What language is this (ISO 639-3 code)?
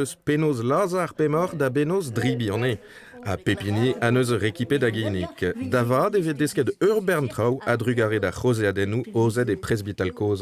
bre